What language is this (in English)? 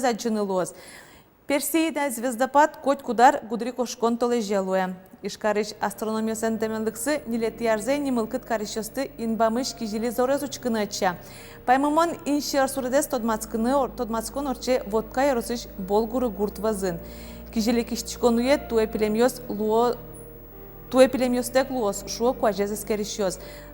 Udmurt